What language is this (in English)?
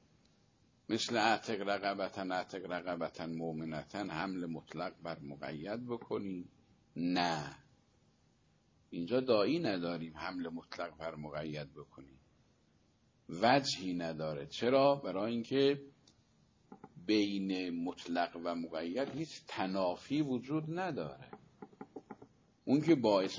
Persian